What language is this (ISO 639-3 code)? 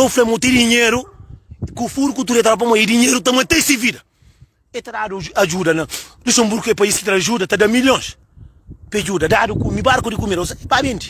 kea